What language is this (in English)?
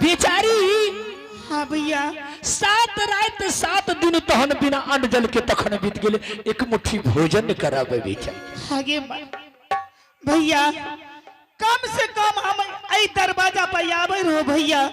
Angika